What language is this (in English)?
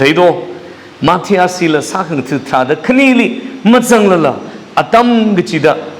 Tangkhul Naga (India)